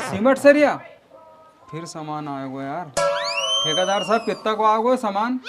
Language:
Rajasthani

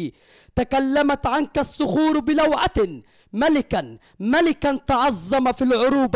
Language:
Egyptian Arabic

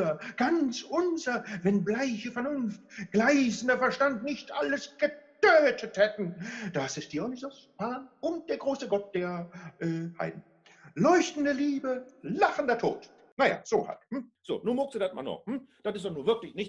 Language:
Low German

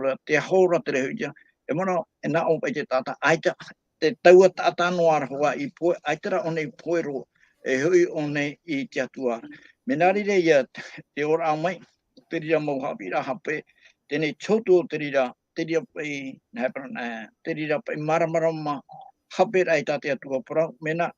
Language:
Tahitian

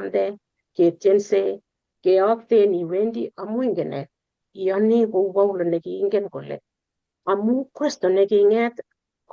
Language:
Kalenjin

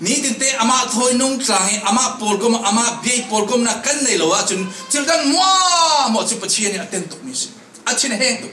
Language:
Falam Chin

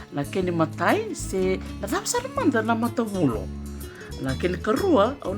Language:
Fijian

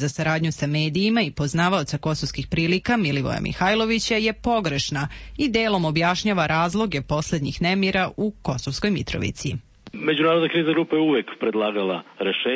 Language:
Serbian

